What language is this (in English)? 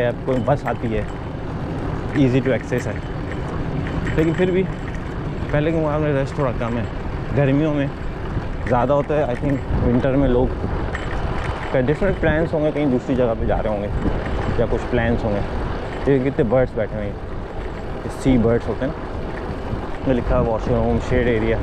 Hindi